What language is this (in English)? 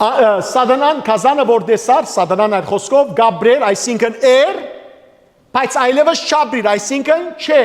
Western Armenian